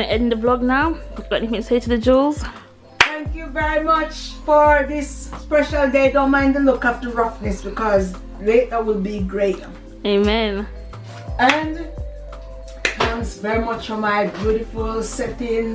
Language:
Jamaican Creole English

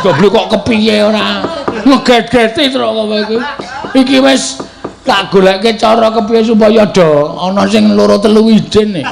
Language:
Javanese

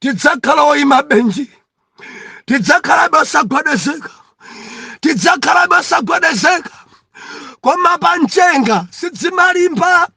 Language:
Nyanja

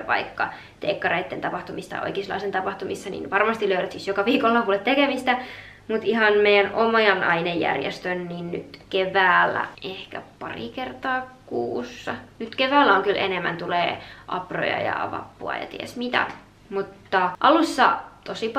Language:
Finnish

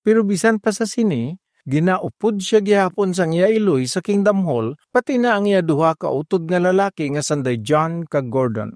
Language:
Hiligaynon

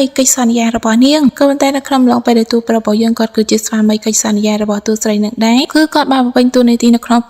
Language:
Khmer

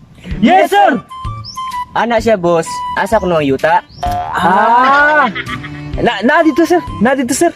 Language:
Cebuano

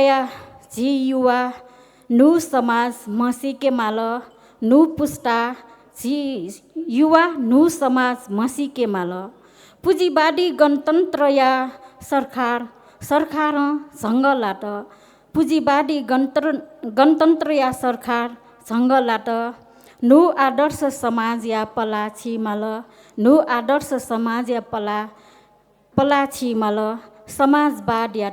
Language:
Newari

